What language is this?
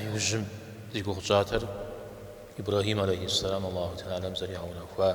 Kabardian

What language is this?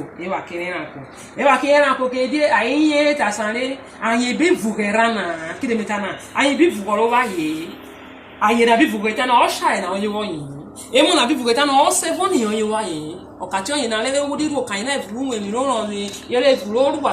Urhobo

